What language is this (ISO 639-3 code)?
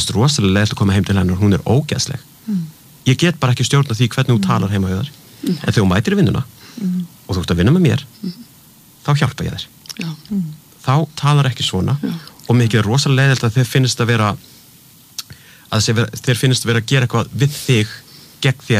isl